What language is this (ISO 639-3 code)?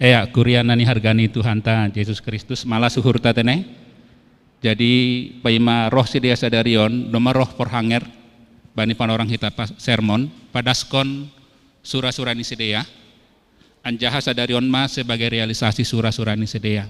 bts